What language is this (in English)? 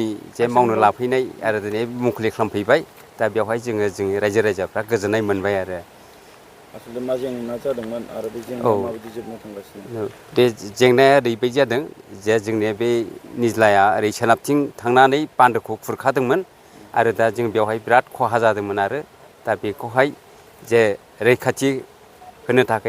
Bodo